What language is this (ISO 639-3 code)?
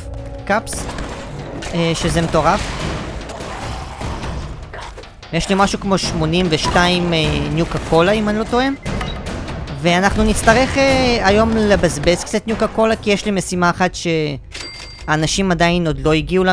heb